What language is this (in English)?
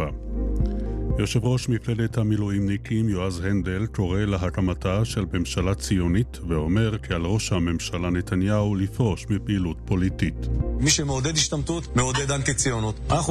Hebrew